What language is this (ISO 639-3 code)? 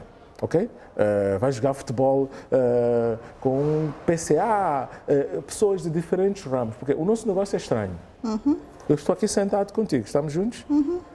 por